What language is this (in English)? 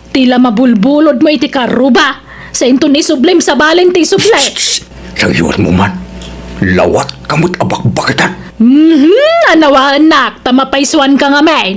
Iloko